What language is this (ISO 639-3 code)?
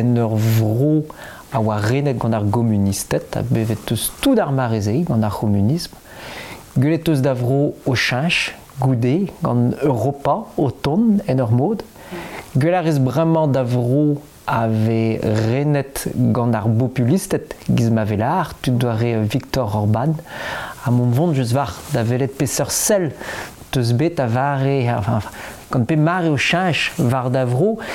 bre